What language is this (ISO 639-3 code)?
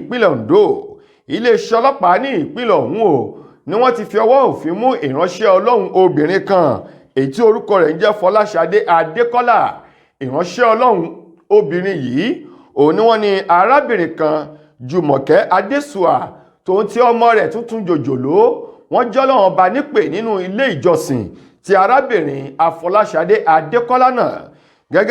yor